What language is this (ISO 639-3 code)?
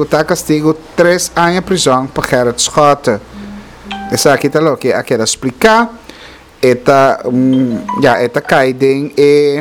pap